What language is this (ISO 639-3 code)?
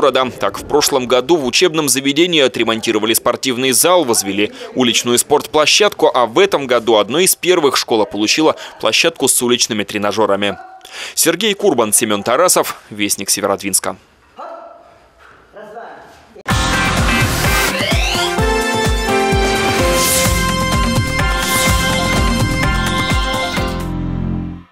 rus